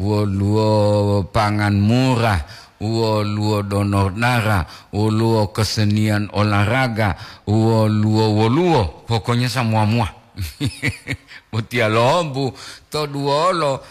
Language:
Gorontalo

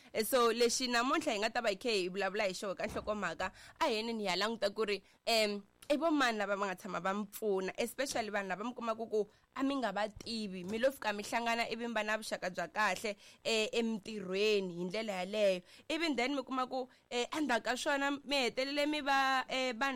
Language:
Tsonga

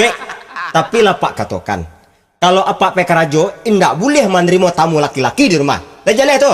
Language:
Minangkabau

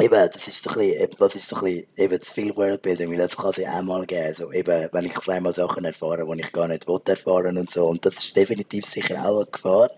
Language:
Swiss German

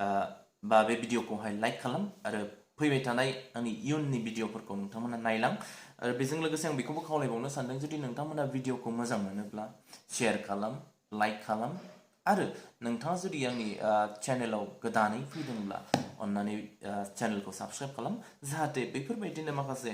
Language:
Bodo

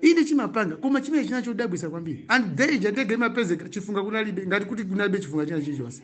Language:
Nyanja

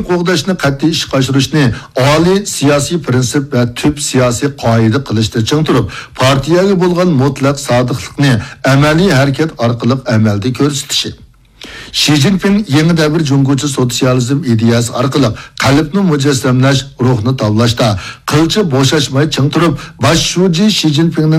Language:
Uyghur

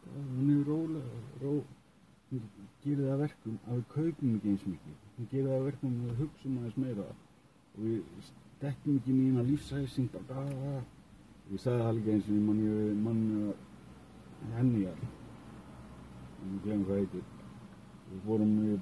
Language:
Icelandic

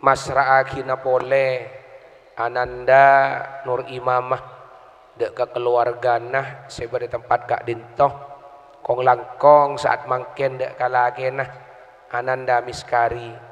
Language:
Madurese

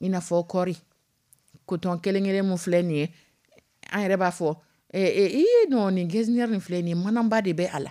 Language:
Dyula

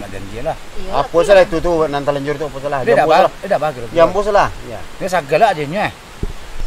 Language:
Minangkabau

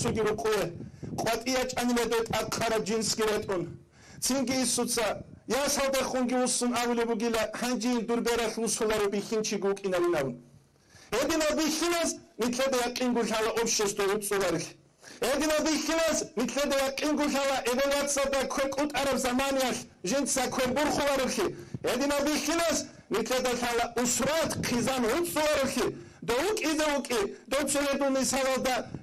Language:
Avaric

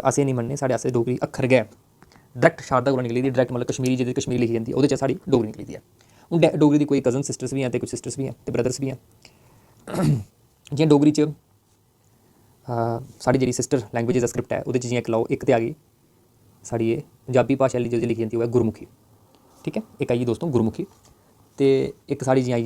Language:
Dogri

